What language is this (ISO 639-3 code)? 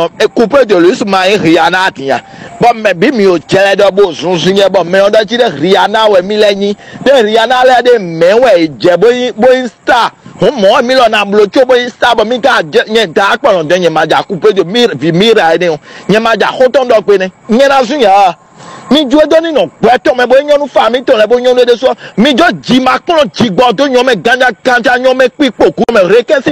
fon